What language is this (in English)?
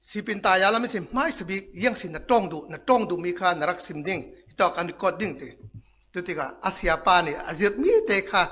Falam Chin